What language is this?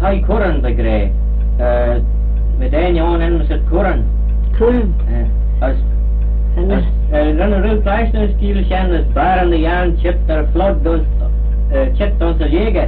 Manx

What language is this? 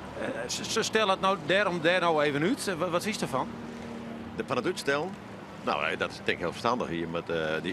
Western Frisian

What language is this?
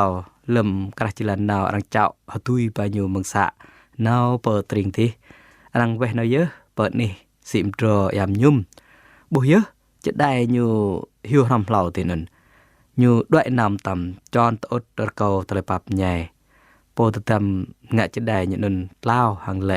Jarai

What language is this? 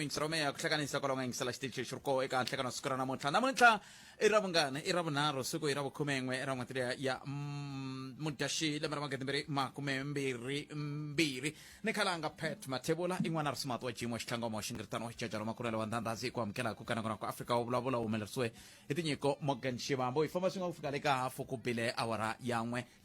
Tsonga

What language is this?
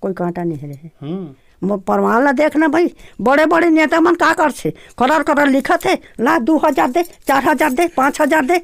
Chhattisgarhi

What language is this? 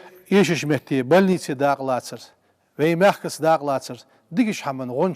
Ingush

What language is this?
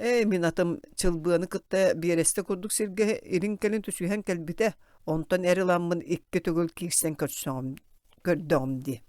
Yakut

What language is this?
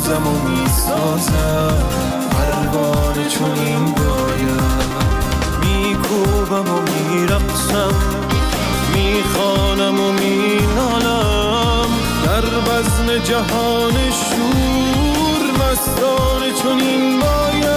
Persian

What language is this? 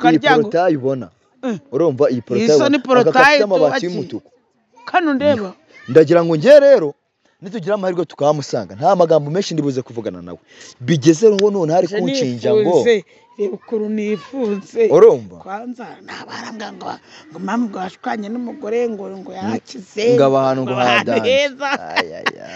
Kinyarwanda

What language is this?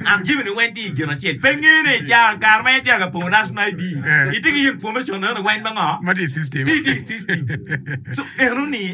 Acoli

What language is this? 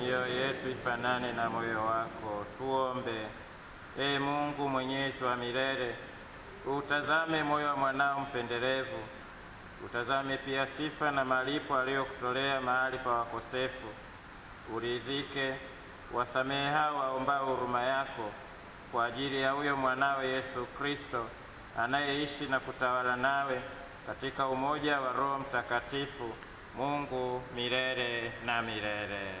Swahili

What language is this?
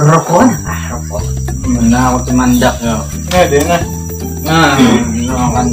Banjar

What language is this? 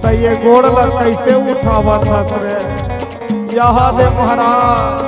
Chhattisgarhi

